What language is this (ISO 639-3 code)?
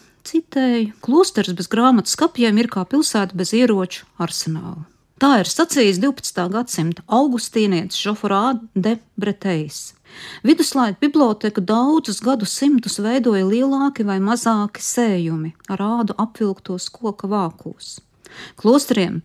lav